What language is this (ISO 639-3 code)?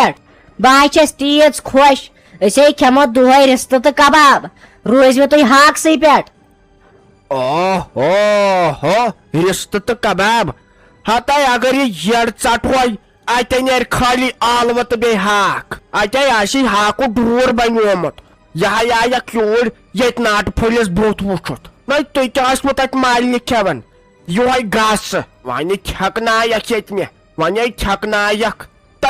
kas